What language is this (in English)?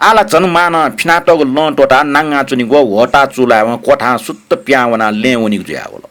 Newari